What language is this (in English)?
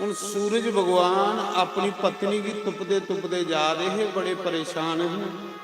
Dogri